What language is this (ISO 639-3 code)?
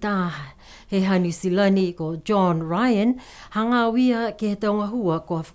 niu